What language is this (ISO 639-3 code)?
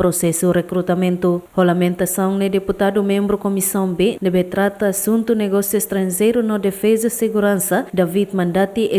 tet